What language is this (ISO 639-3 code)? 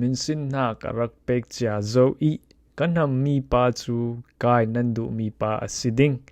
cfm